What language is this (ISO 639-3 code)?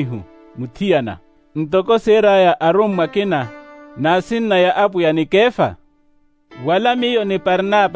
vmw